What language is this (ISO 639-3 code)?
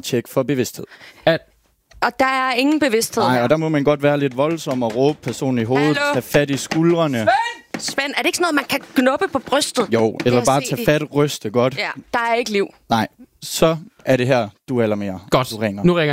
dan